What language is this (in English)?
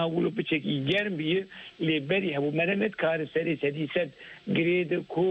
Kurdish